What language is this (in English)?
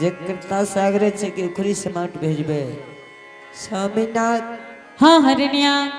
Angika